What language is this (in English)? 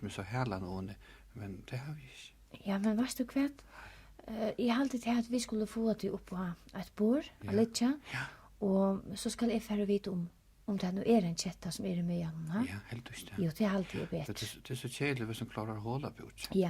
Faroese